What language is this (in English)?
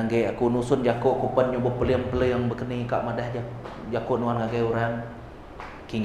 Iban